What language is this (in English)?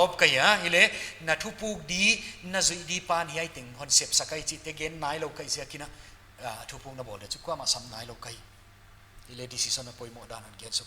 Paite Chin